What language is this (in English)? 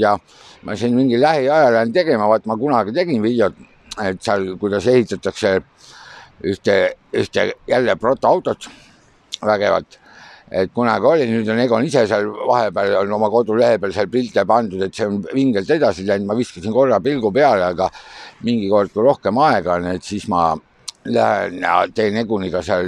Estonian